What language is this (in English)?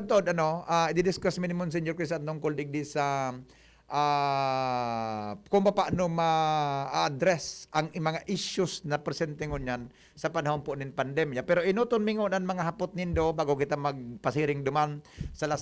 Bikol